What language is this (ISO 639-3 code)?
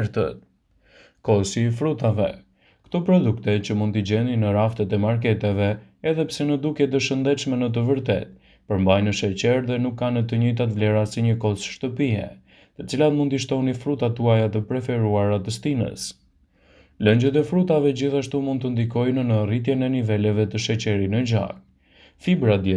sqi